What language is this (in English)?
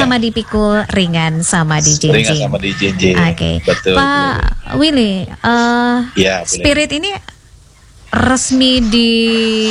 Indonesian